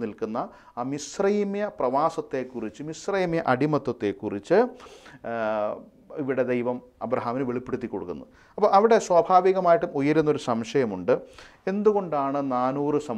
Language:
Malayalam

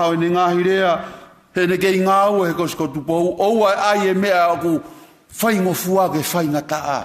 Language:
Tongan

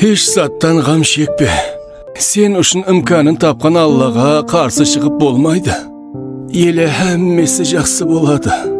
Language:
Kara-Kalpak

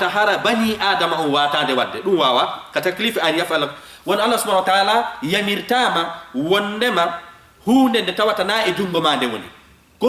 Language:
Fula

